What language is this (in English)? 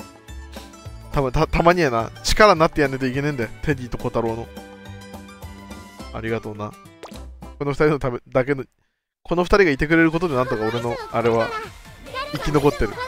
Japanese